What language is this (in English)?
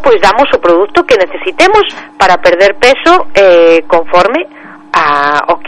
Galician